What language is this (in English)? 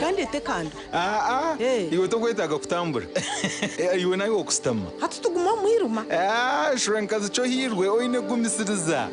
Nyankole